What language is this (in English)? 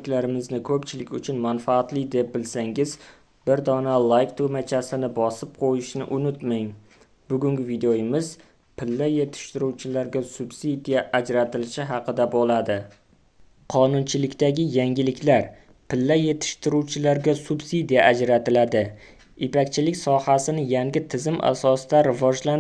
Uzbek